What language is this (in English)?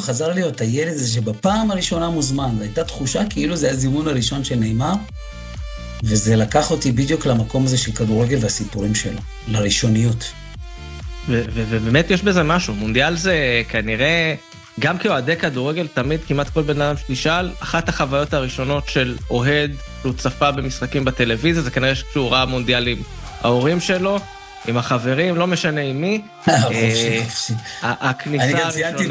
Hebrew